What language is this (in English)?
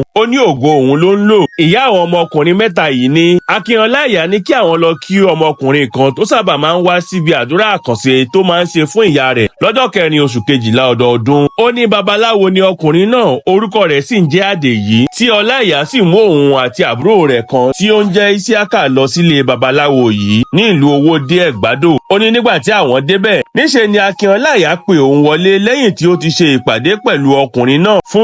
Yoruba